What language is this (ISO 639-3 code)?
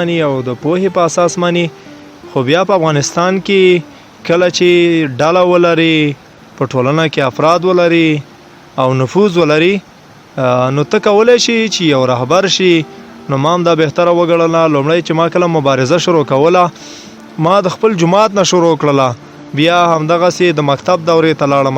pus